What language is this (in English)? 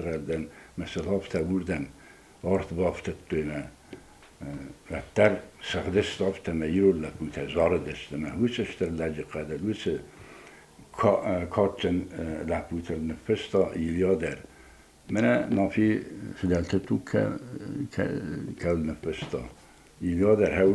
Ossetic